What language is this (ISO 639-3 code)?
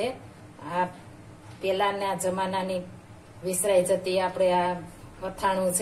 guj